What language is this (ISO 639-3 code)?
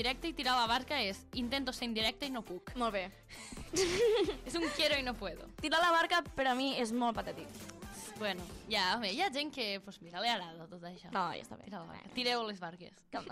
cat